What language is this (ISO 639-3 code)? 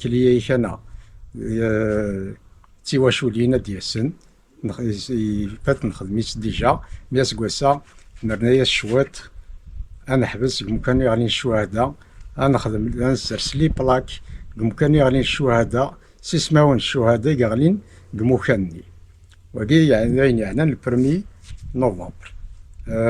kab